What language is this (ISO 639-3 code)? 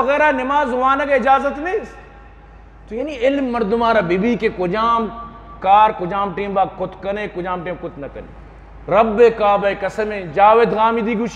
bgp